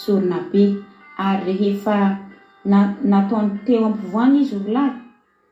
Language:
Malagasy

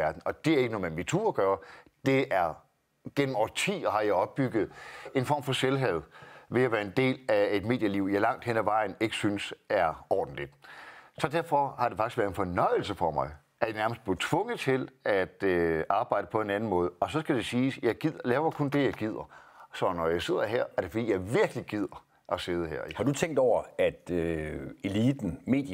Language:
Danish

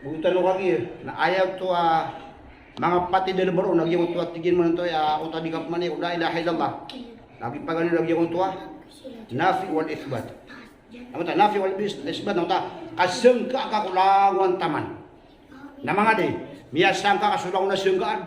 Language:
Maranao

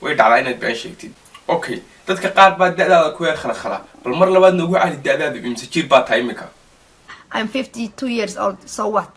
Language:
Somali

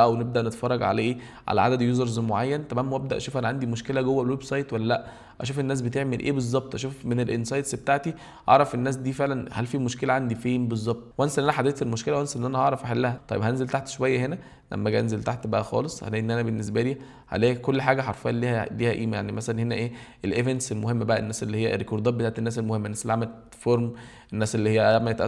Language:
Egyptian Arabic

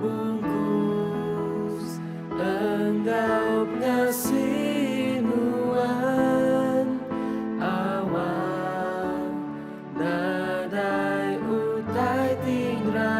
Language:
Iban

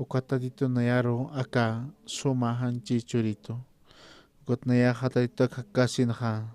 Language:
Aymara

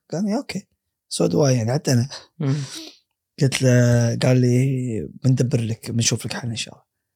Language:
Gulf Arabic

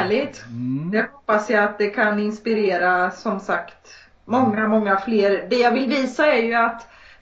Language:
Swedish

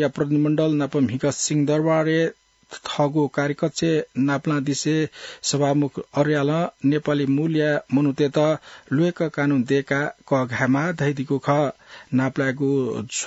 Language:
Newari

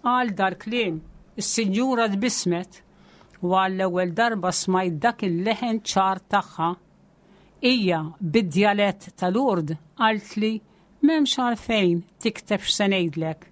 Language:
Maltese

